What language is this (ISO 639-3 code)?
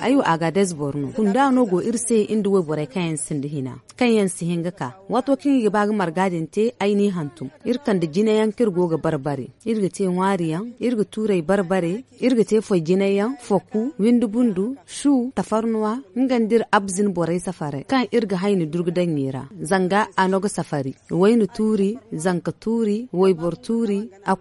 dje